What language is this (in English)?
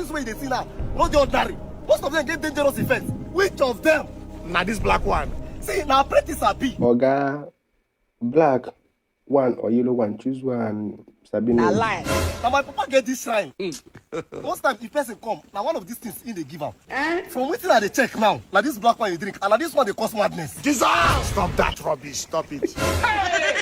Nigerian Pidgin